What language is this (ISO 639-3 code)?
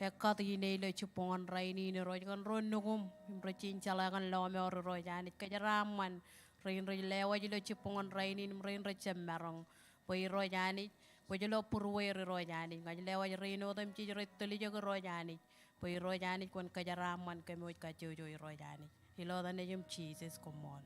mah